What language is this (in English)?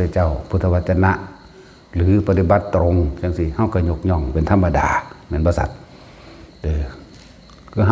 Northeastern Thai